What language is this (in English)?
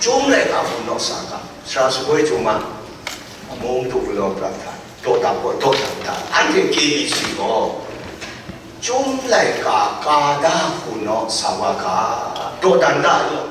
Kachin